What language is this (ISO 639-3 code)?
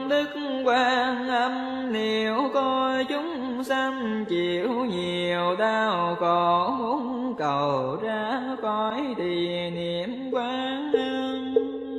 vie